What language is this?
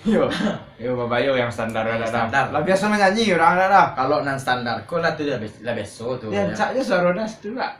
Minangkabau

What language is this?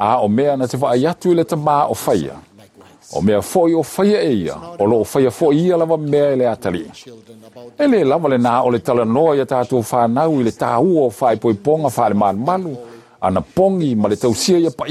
Samoan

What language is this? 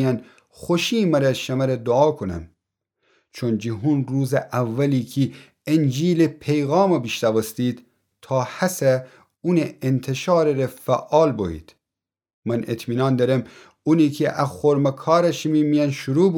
Gilaki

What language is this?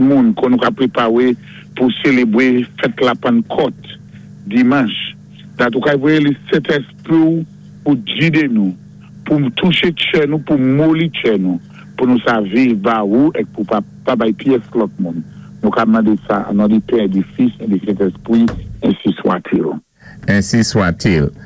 Saint Lucian Creole French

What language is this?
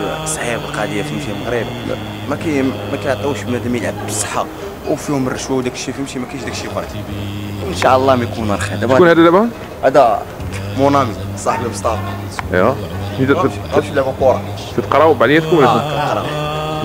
Moroccan Arabic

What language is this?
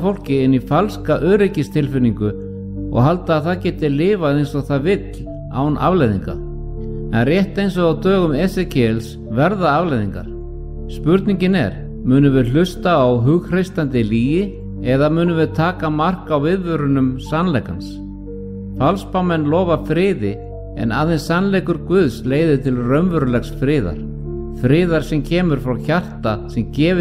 Icelandic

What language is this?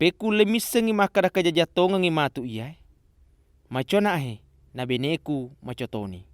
Buginese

